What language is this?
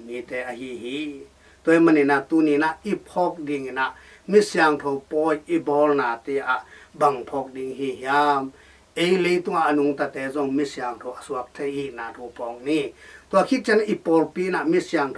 Tedim Chin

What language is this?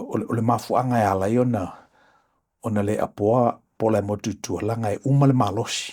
Samoan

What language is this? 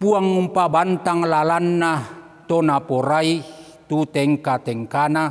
Toraja-Sa'dan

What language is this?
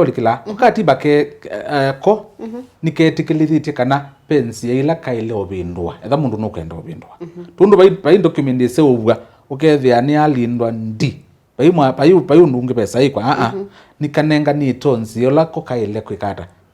Kamba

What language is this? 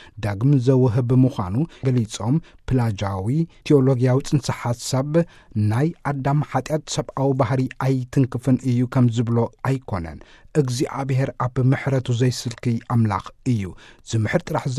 Tigrinya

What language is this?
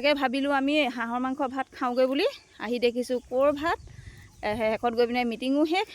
Assamese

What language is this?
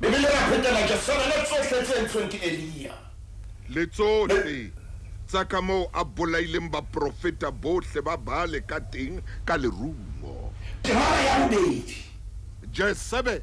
Southern Sotho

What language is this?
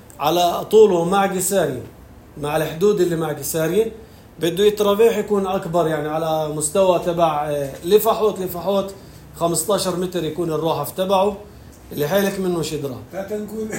North Levantine Arabic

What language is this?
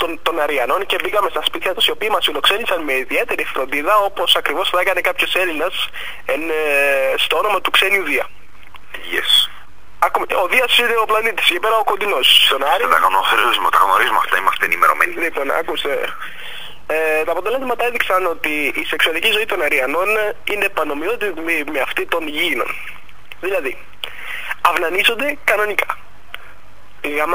Greek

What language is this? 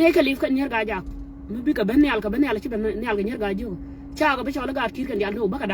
Nuer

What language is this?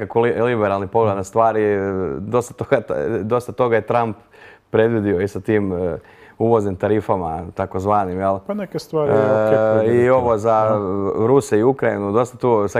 Croatian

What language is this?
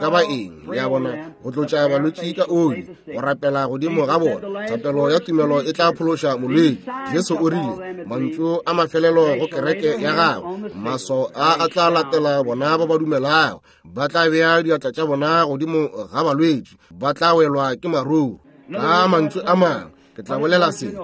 Northern Sotho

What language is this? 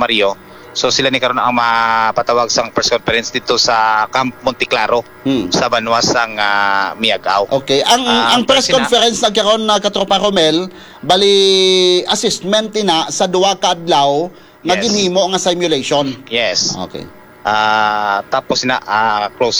Hiligaynon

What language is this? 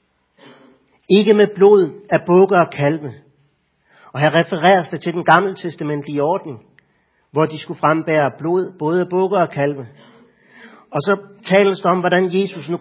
Danish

